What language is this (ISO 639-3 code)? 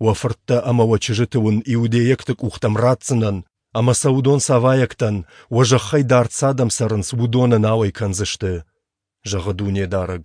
oss